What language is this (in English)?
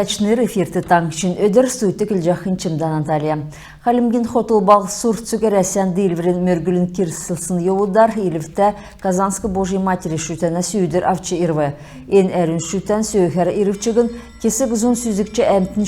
Kalmyk